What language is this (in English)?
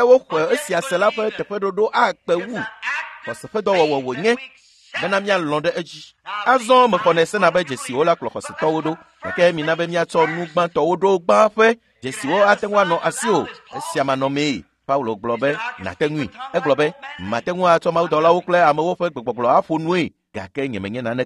Ewe